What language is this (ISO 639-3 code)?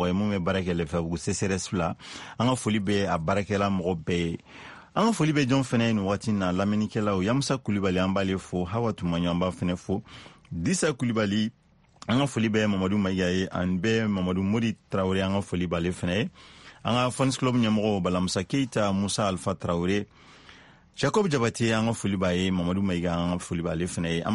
bam